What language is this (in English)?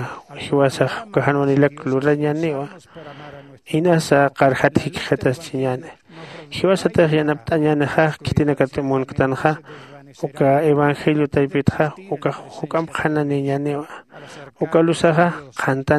Aymara